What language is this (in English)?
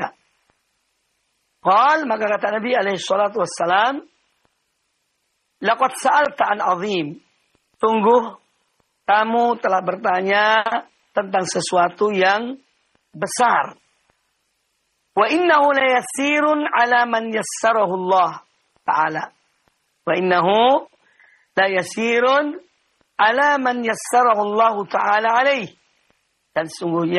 Indonesian